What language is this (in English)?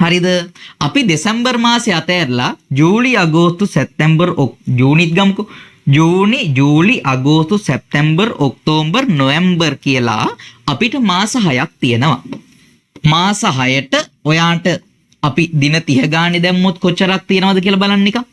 Sinhala